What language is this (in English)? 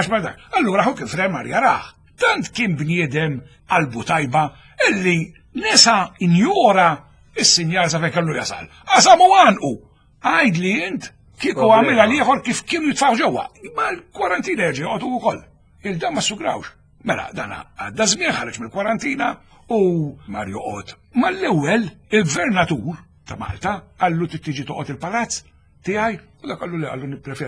Maltese